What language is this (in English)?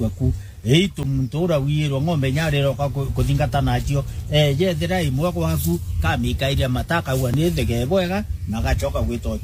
Meru